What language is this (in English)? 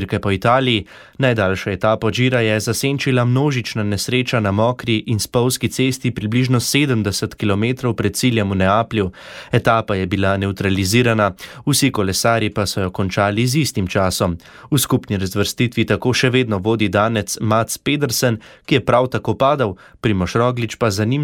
Slovenian